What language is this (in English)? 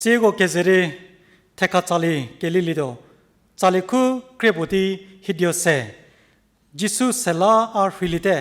Angami Naga